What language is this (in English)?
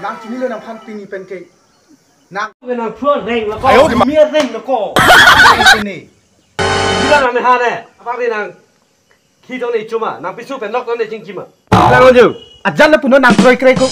Karbi